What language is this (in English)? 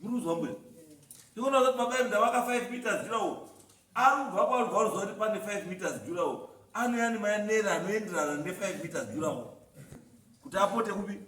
Shona